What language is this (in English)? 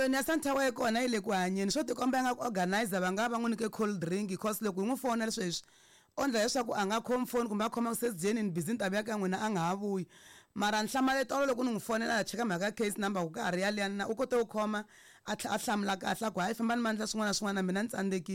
Tsonga